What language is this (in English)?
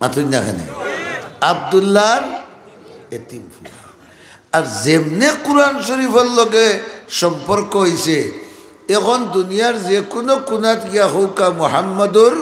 Sylheti